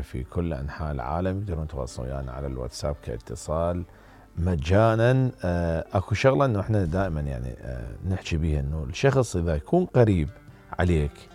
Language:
Mesopotamian Arabic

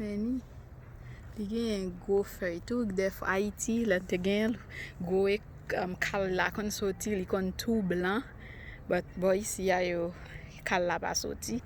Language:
Haitian Creole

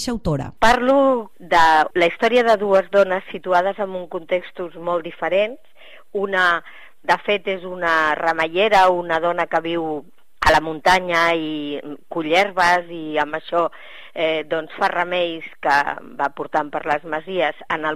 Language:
Catalan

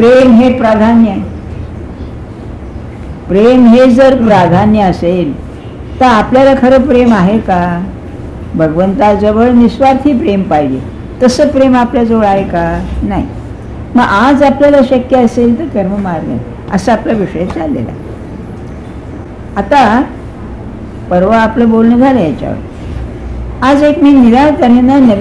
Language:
Marathi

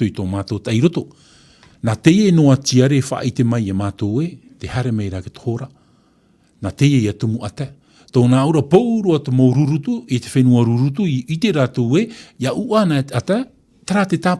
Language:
Tahitian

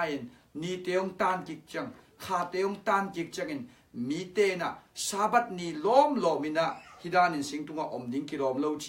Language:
Tedim Chin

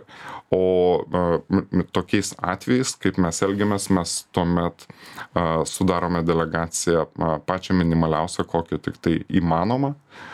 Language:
Lithuanian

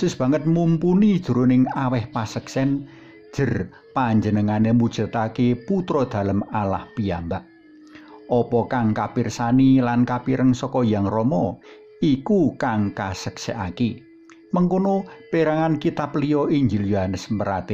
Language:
Javanese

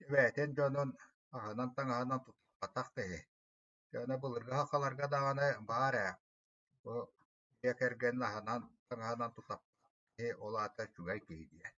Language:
Yakut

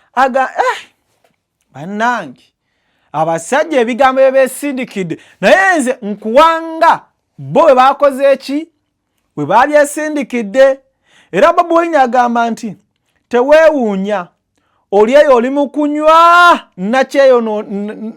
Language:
Ganda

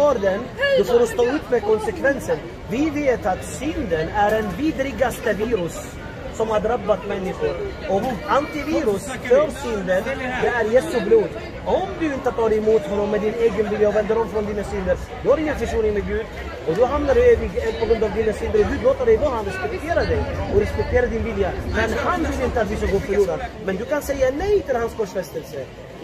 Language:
Swedish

